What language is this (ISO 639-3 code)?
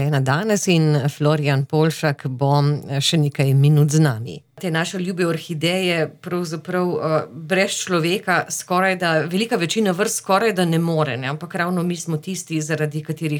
slv